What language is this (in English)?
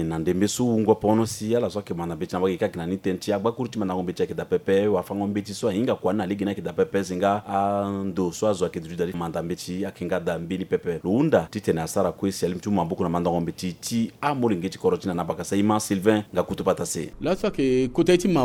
Sango